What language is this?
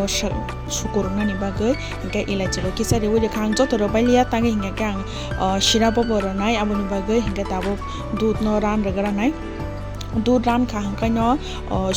Kok Borok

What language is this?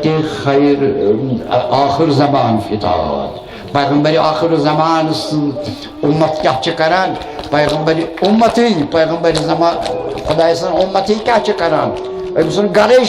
Kashmiri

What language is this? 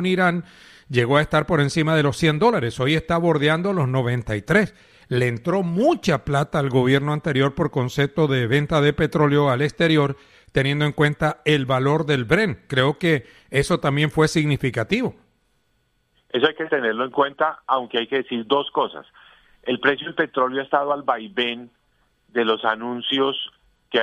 Spanish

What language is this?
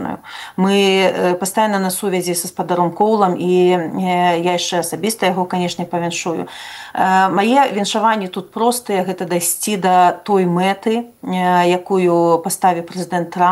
Belarusian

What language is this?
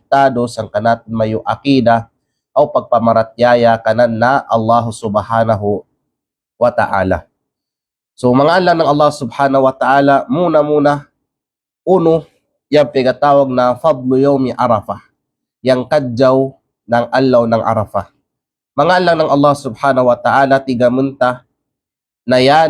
Kalagan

